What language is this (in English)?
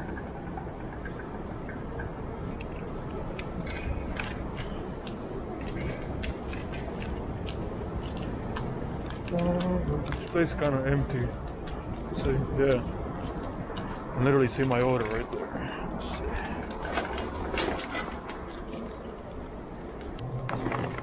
English